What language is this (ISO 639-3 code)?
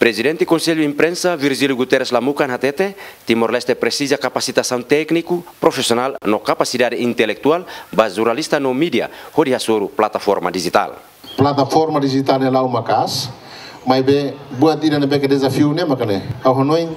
tet